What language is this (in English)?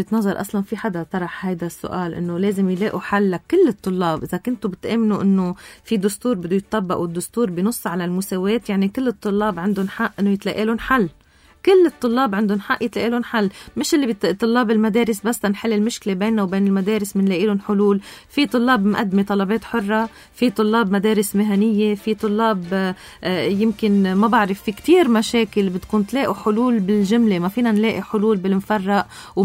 North Levantine Arabic